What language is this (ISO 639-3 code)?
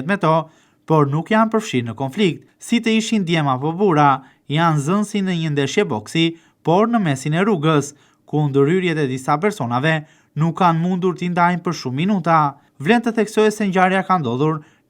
sqi